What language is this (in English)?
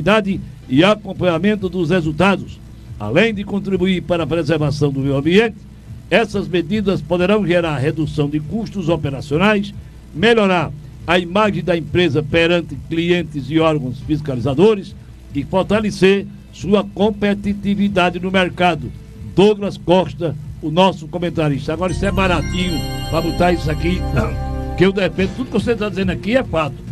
Portuguese